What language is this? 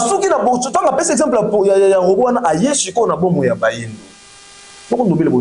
Lingala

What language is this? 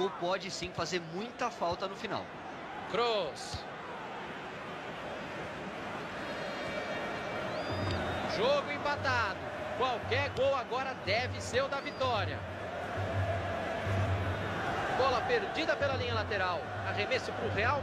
Portuguese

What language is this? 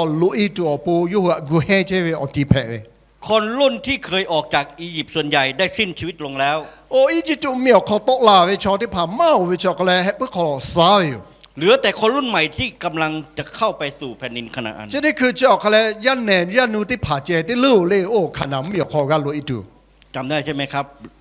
Lahu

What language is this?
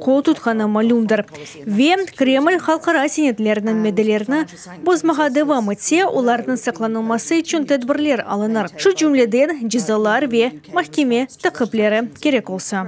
Crimean Tatar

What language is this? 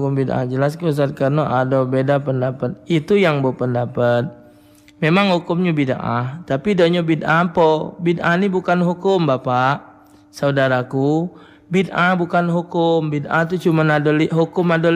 Musi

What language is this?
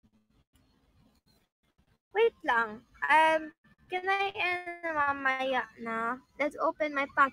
Filipino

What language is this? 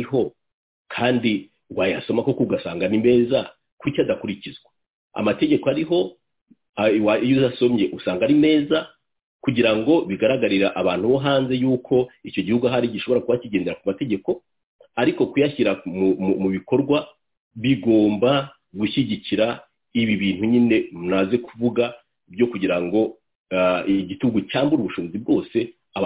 Kinyarwanda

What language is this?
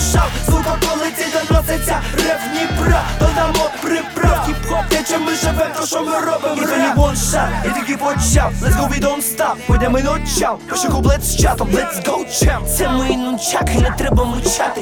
Ukrainian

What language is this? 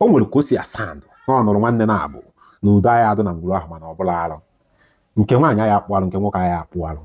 Igbo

